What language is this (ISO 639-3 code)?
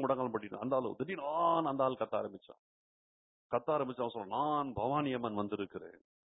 tam